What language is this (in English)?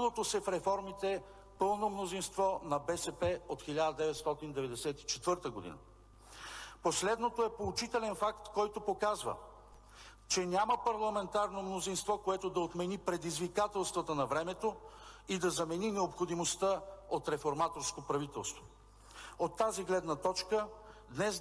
Bulgarian